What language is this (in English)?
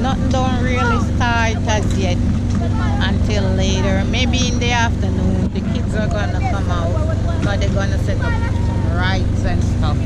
Jamaican Creole English